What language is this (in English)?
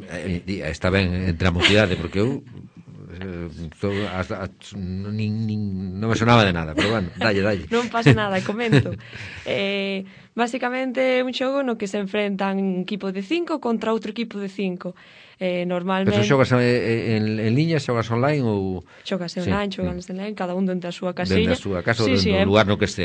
Galician